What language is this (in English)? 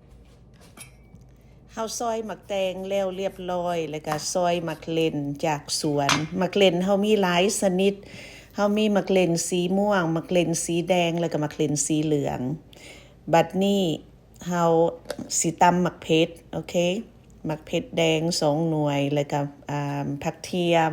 Lao